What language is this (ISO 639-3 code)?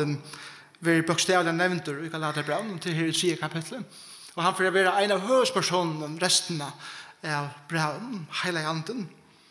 fao